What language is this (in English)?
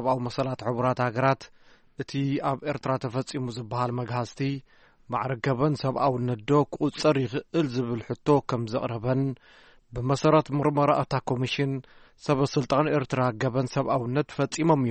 Tigrinya